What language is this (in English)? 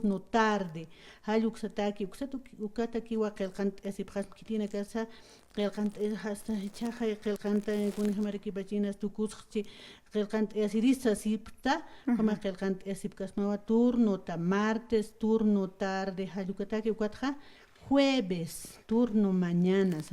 Aymara